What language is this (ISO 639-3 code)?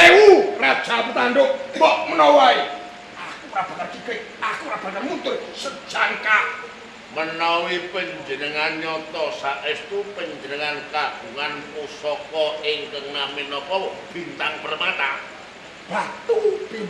jav